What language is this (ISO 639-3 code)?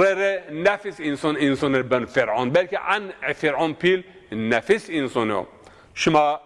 zza